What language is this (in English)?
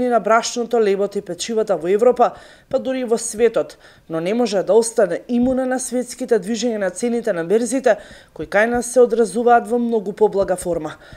Macedonian